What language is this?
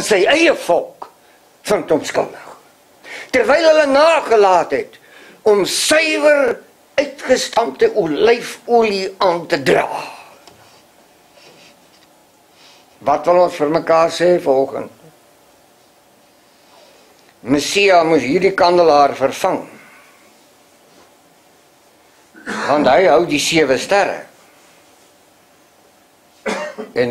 Afrikaans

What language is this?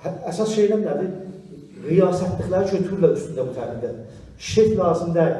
South Azerbaijani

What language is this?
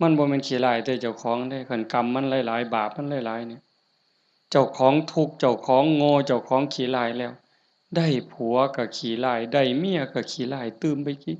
Northeastern Thai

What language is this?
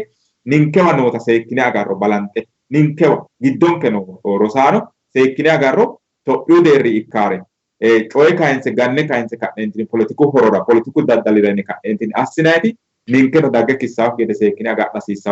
Sidamo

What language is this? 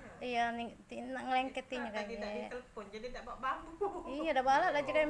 Musi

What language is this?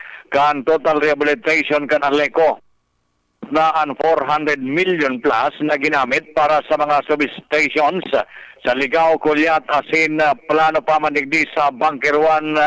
Bikol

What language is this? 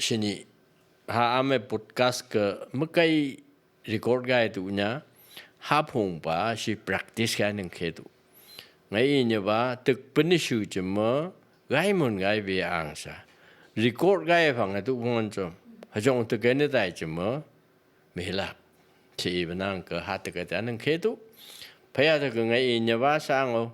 Phom Naga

